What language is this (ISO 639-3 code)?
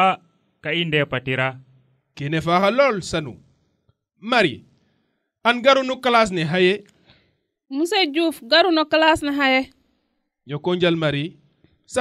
srr